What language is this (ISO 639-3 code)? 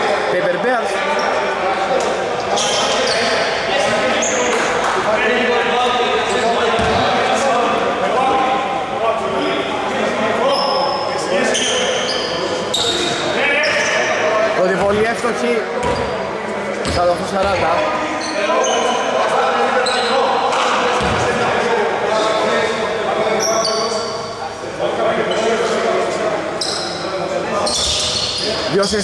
ell